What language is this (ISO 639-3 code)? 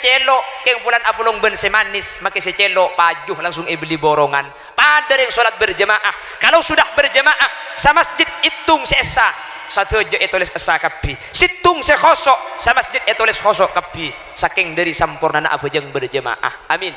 mad